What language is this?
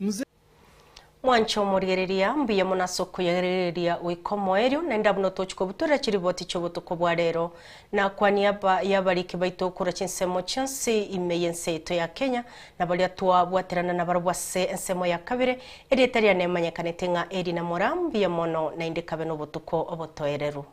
Gusii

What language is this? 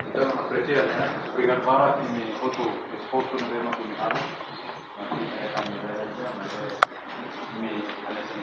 Tetum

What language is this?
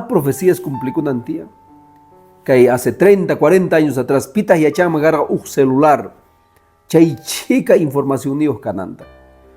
Quechua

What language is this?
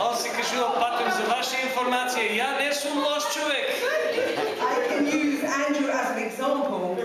Macedonian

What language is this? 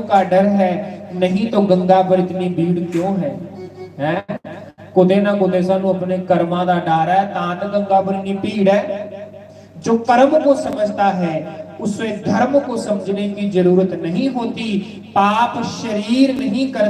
Dogri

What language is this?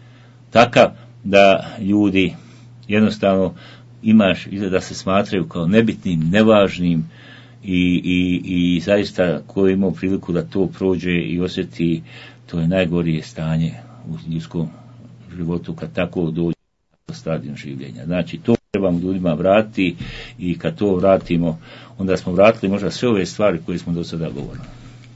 Bosnian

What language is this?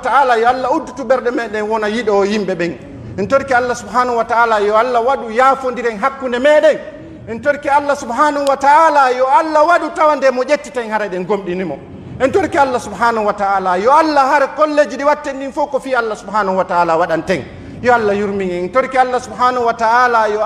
Pular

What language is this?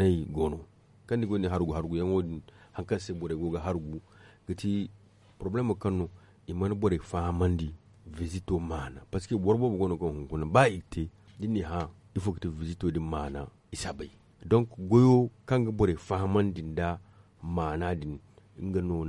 Zarma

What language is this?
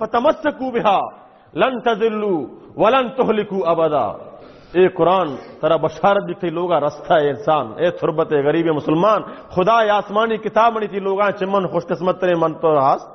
Baluchi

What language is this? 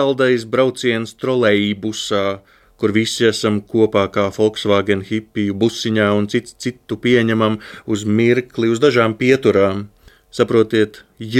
Latvian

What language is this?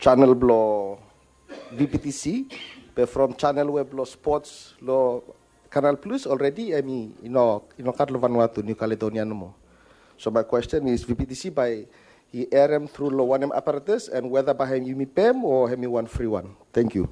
Bislama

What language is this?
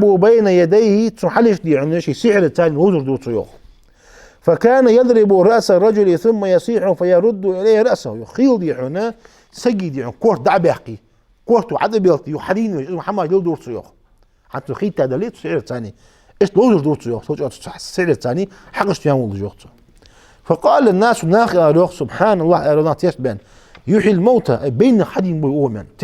Ingush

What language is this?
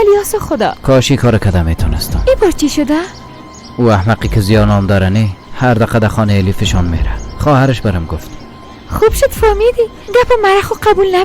Persian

